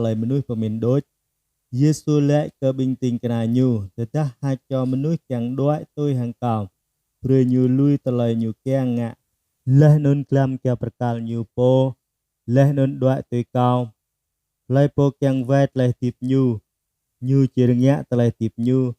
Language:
Jarai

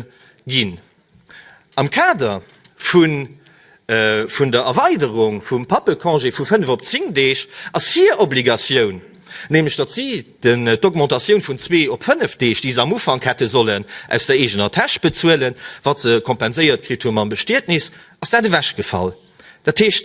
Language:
Luxembourgish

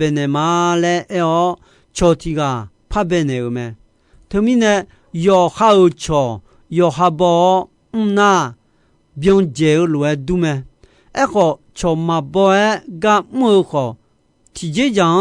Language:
Akha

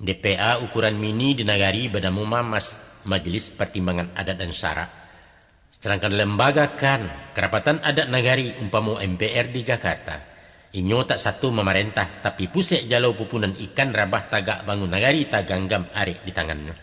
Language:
Minangkabau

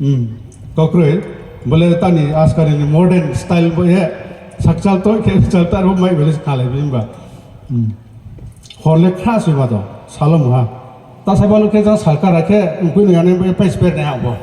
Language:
Riang (India)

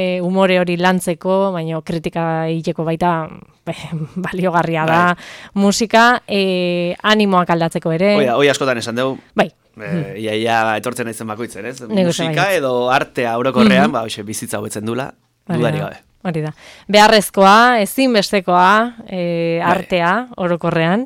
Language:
Basque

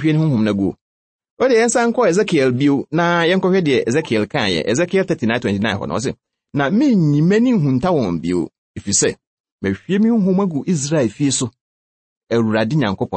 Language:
Akan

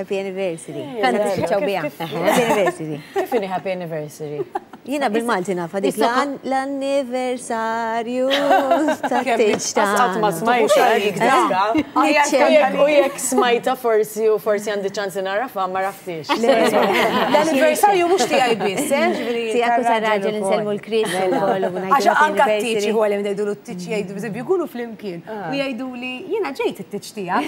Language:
Maltese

